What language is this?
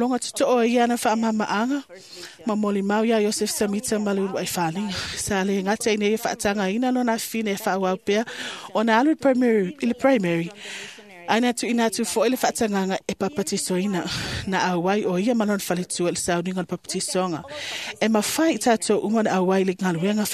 Samoan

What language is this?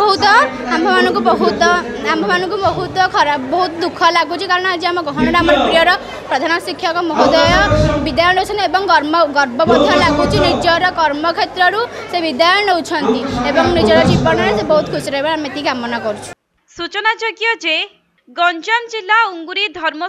Odia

